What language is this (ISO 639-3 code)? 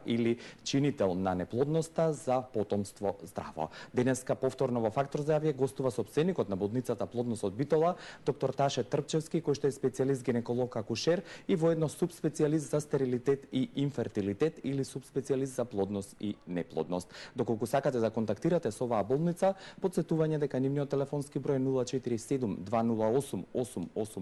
mkd